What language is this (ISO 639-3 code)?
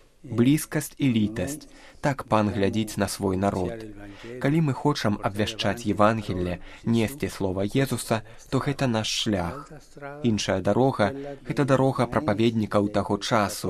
bel